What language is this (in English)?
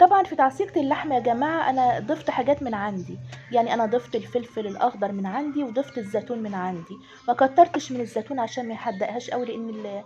Egyptian Arabic